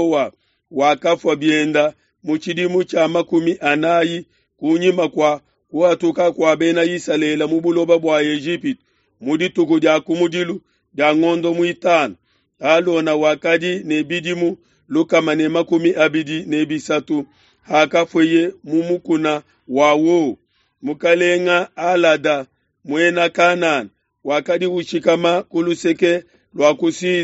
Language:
Luba-Lulua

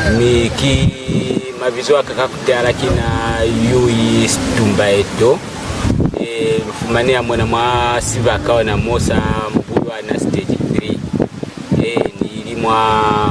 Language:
Lozi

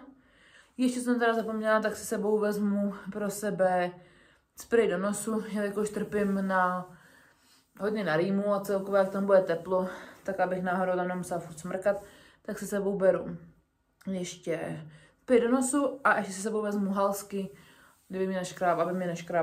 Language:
Czech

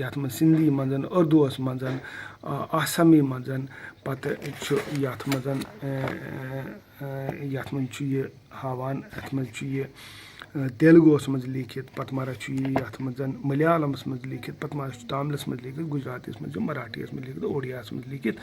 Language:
Kashmiri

